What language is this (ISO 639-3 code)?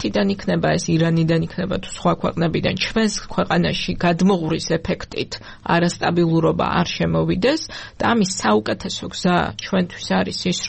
kat